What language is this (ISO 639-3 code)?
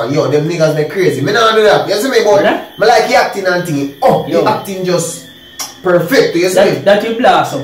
jam